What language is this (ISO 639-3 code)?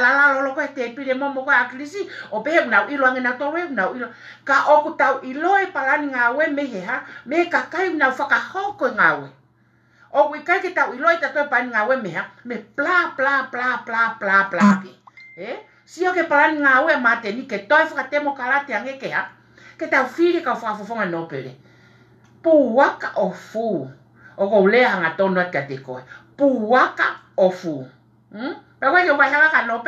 ton